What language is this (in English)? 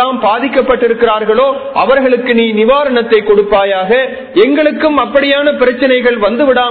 Tamil